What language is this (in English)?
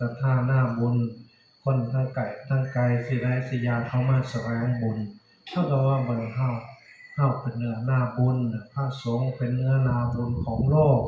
Northeastern Thai